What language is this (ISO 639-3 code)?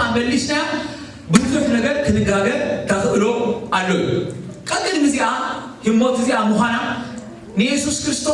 tir